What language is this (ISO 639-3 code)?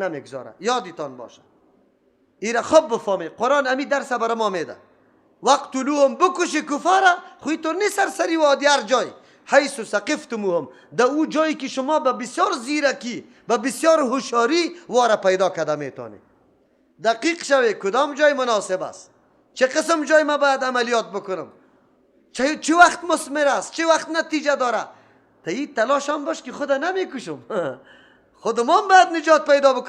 fas